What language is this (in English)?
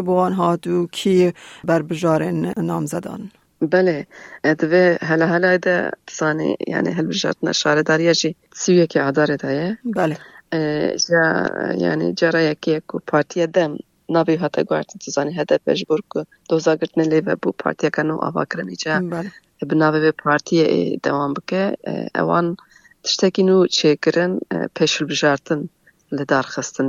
Kurdish